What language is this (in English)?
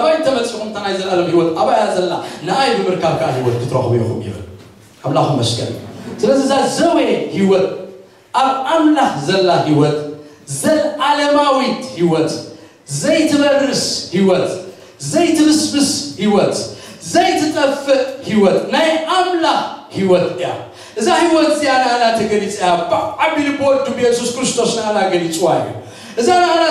Tigrinya